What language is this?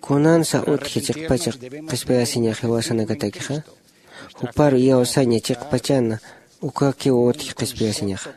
Aymara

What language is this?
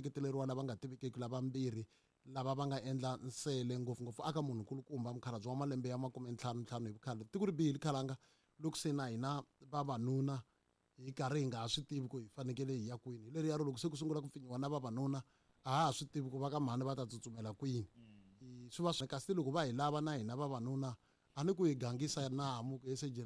Tsonga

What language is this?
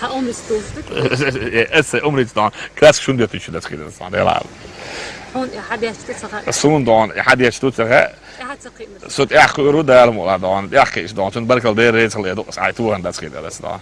Chechen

